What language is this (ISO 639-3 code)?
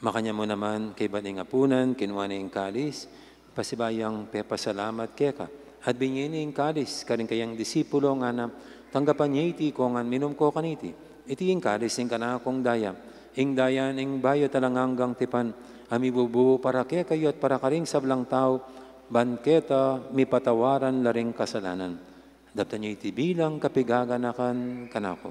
pam